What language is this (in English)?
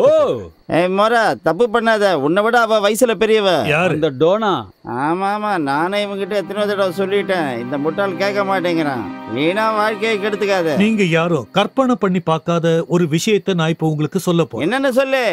Tamil